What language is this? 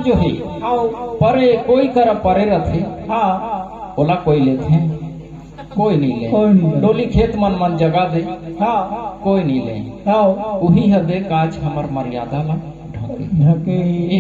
Chhattisgarhi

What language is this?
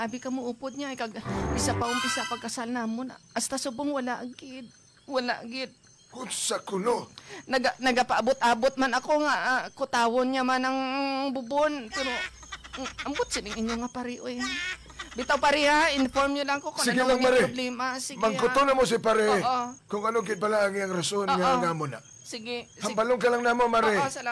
Hiligaynon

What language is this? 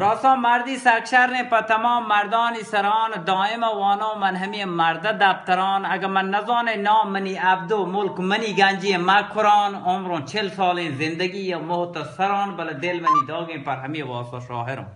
Baluchi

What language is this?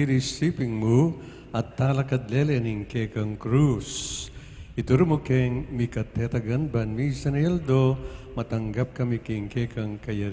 Pampanga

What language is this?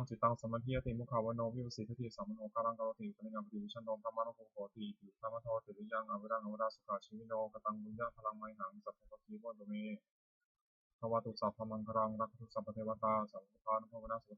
Pali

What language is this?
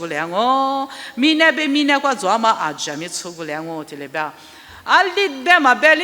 Lisu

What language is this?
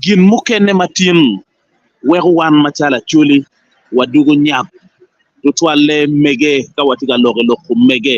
Acoli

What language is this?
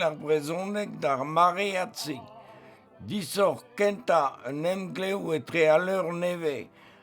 Breton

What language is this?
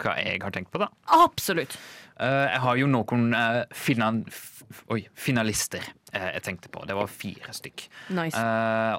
Norwegian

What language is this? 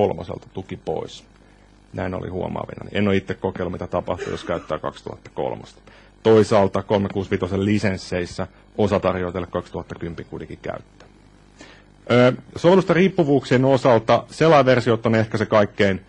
Finnish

